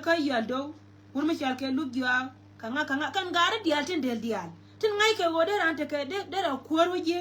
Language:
Nuer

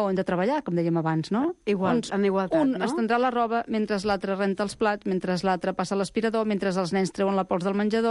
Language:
Catalan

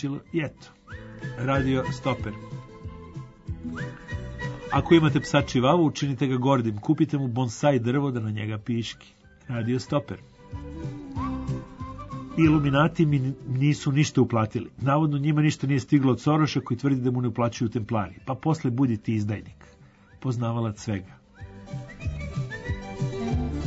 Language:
Serbian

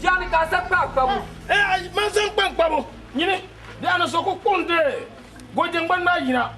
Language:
Dagbani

